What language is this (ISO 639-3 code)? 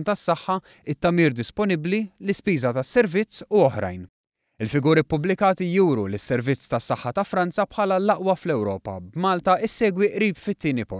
mlt